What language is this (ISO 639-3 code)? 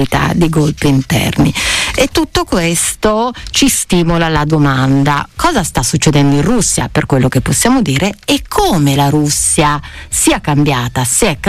ita